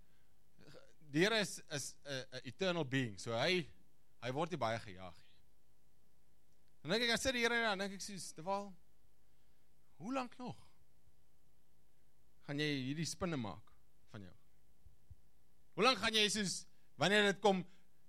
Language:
Afrikaans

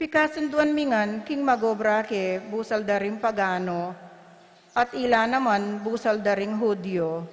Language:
Pampanga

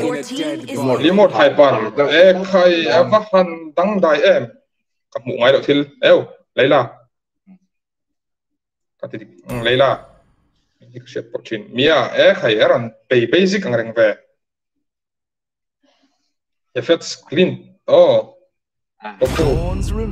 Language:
Mizo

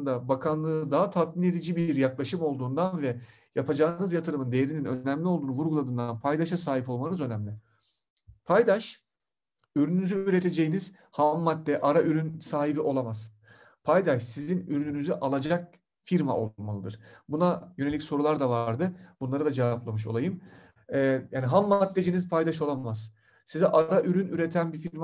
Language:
Turkish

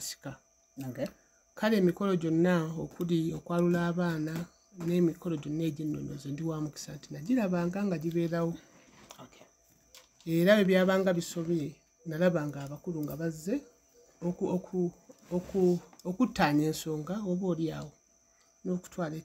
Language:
Ganda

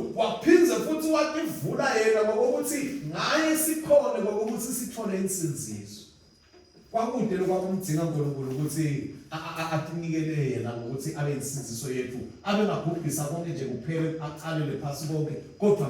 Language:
Swati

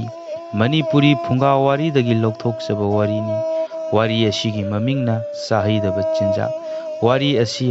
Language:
Manipuri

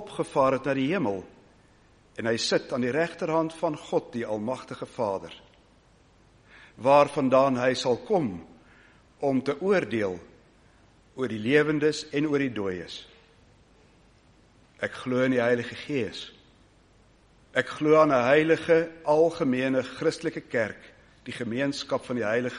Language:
Afrikaans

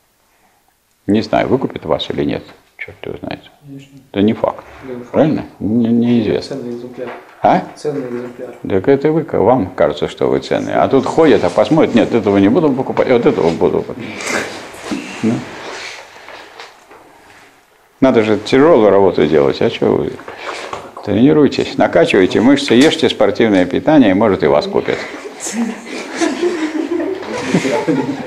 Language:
Russian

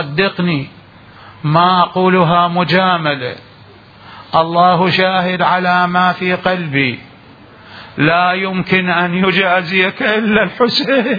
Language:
Mesopotamian Arabic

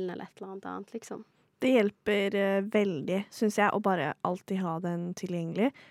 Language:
Norwegian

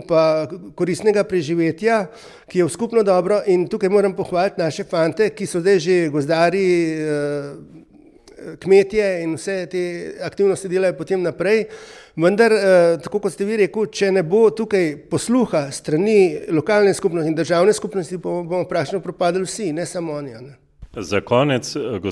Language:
Slovenian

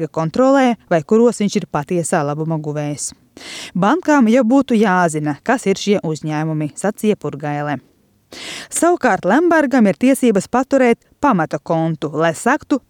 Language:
Latvian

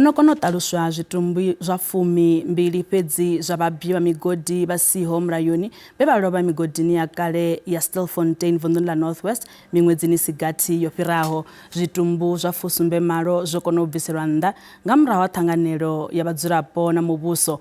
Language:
Venda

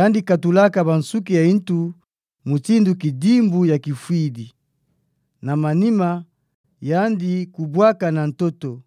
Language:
Kituba (Democratic Republic of Congo)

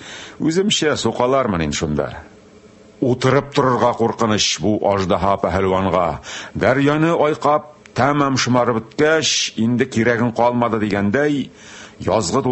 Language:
Tatar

